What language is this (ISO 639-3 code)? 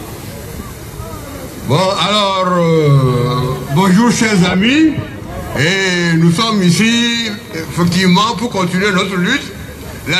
fra